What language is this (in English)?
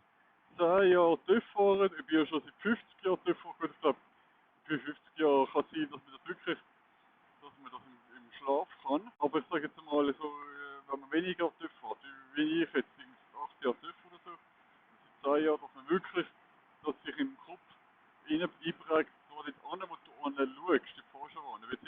Swiss German